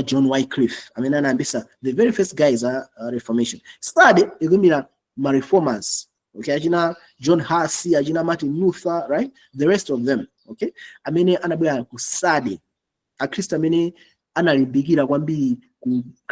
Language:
Nyanja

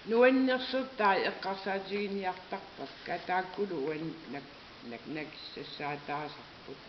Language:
Kalaallisut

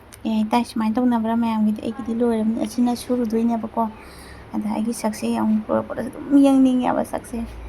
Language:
Manipuri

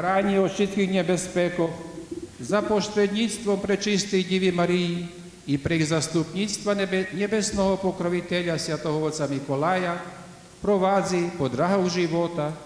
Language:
Rusyn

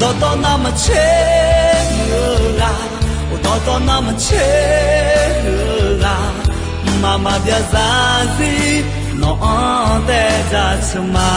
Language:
Akha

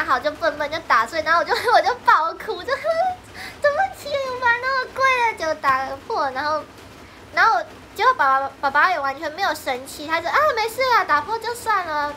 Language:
Chinese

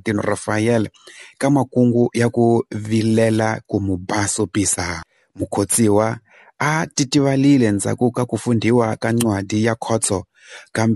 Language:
Tsonga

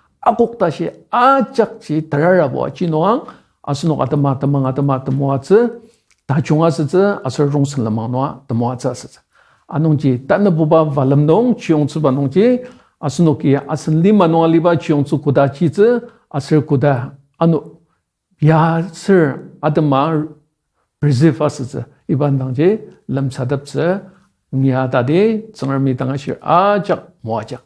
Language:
Ao Naga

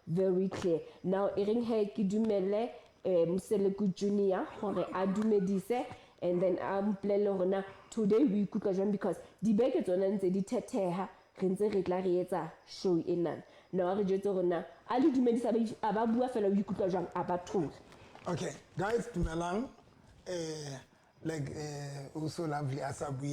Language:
Southern Sotho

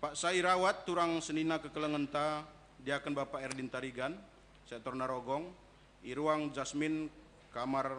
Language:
Batak Karo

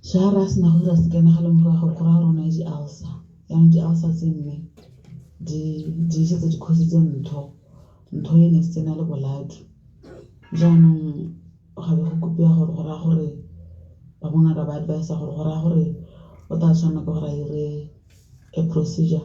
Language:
Tswana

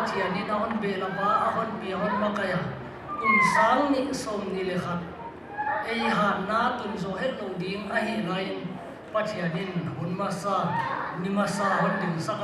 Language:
Paite Chin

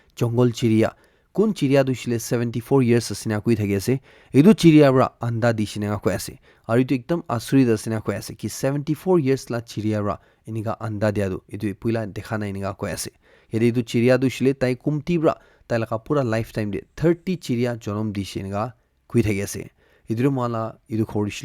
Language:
Naga Pidgin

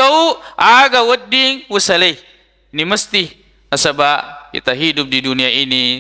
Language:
Buginese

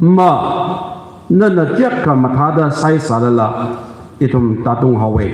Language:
Tangkhul Naga (India)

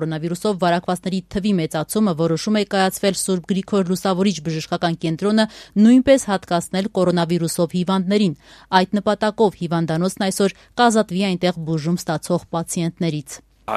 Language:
Armenian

